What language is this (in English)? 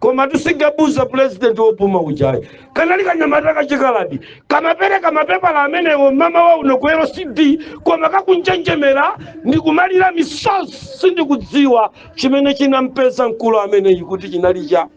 Nyanja